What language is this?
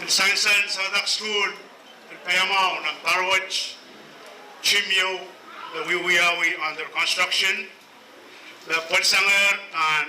Pohnpeian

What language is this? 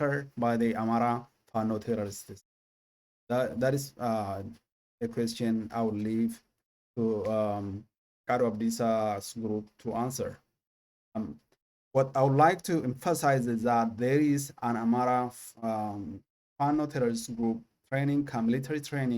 English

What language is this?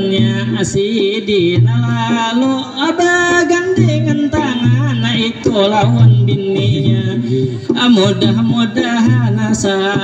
Banjar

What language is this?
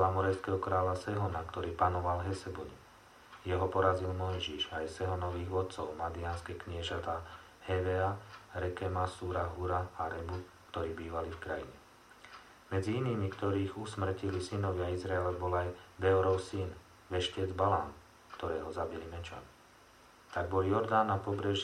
Slovak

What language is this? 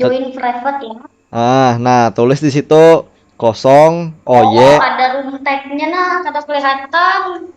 Banjar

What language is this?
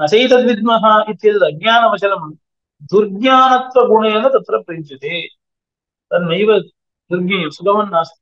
Sanskrit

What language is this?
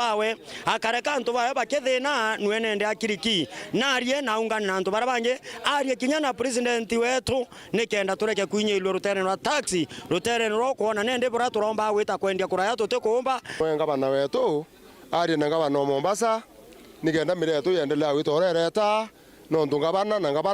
Meru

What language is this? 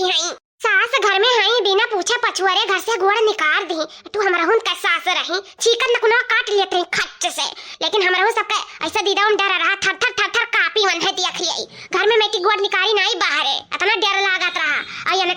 Awadhi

